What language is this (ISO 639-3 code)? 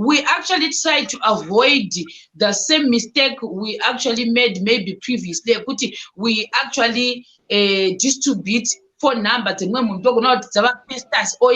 sna